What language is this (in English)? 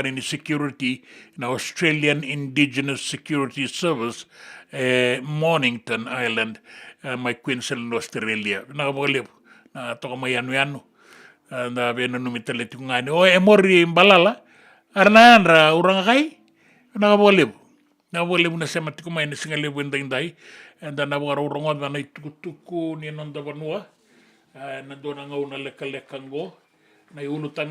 Fijian